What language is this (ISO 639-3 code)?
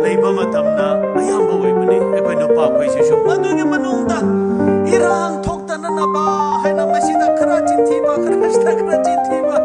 mni